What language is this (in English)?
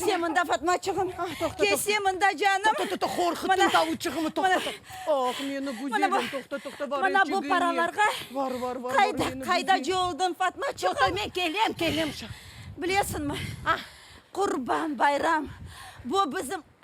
Crimean Tatar